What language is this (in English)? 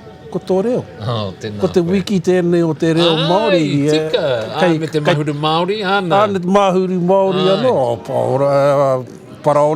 Māori